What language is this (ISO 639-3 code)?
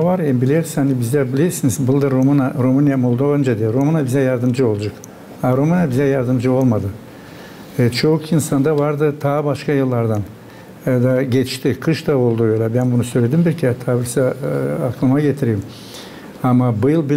gag